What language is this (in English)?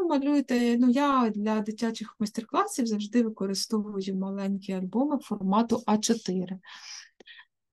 Ukrainian